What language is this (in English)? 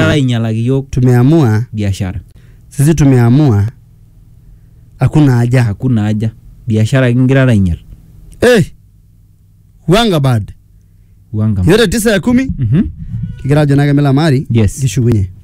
Swahili